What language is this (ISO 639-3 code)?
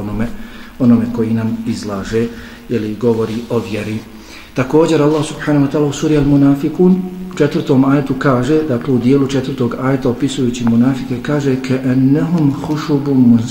bos